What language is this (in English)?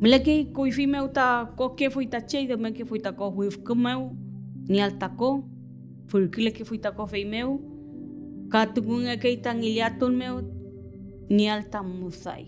Mapuche